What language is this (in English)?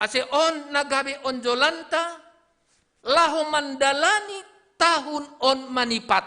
Batak Simalungun